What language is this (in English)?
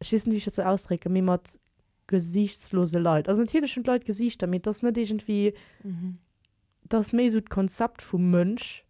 Luxembourgish